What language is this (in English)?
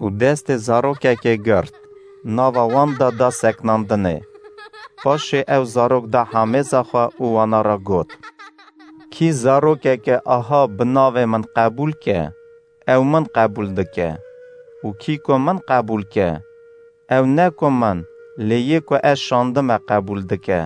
Kurdish